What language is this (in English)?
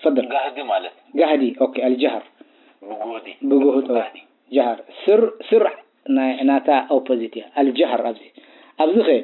Tigrinya